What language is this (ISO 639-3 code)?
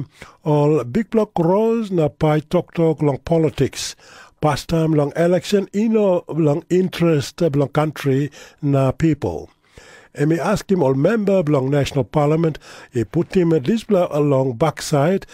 tpi